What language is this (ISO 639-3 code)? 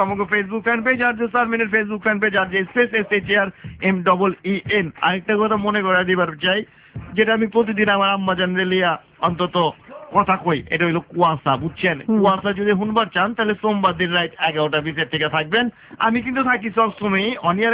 ben